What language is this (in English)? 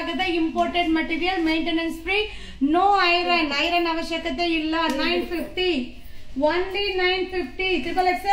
Kannada